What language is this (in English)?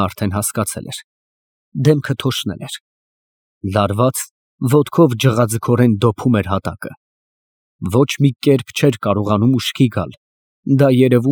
Armenian